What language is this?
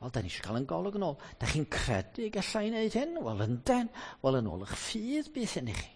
Welsh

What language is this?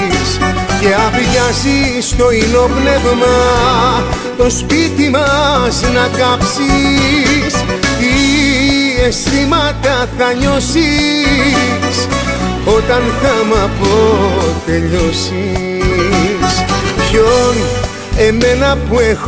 Greek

